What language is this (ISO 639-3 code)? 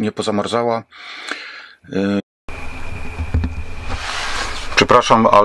pol